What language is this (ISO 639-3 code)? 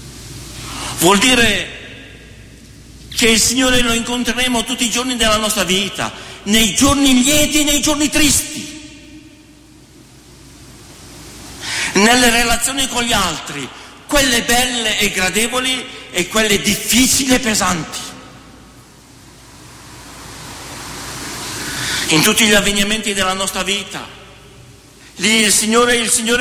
ita